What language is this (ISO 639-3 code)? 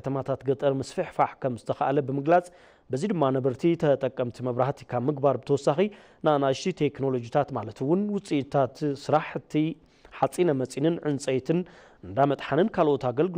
tir